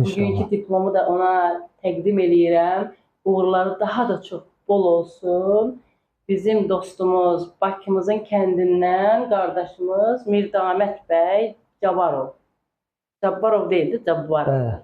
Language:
Azerbaijani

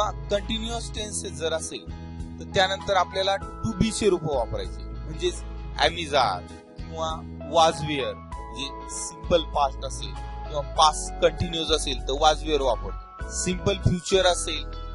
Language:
Marathi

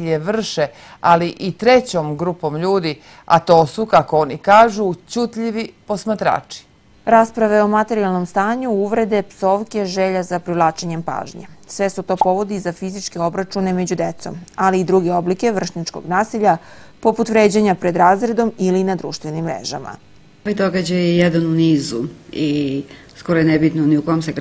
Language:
Serbian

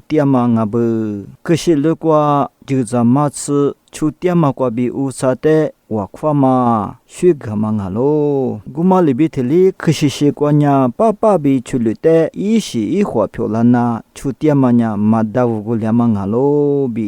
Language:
Lisu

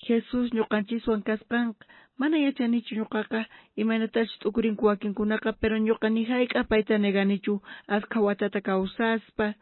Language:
South Bolivian Quechua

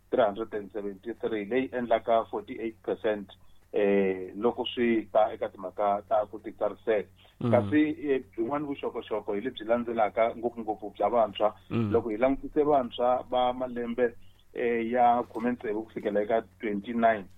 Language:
Tsonga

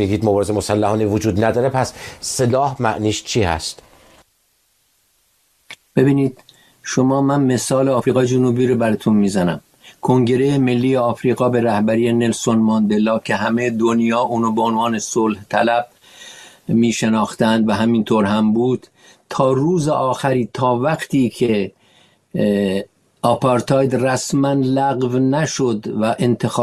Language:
Persian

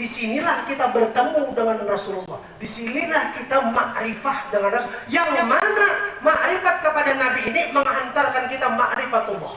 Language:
Banjar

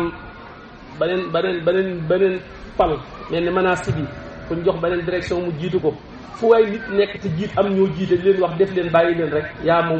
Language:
Wolof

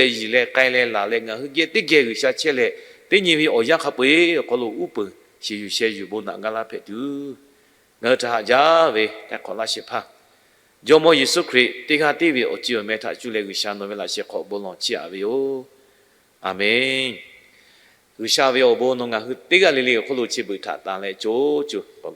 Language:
Lahu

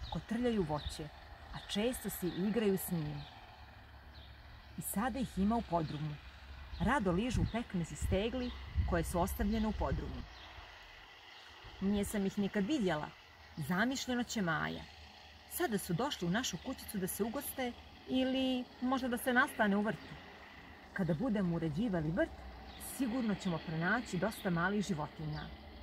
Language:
Croatian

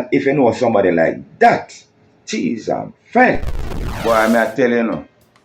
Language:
Jamaican Creole English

